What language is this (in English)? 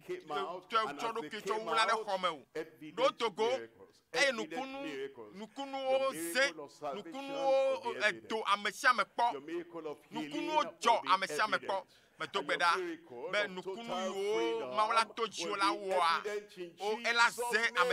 Ewe